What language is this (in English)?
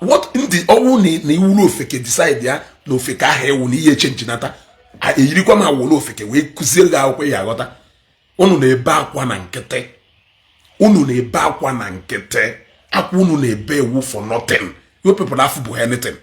Igbo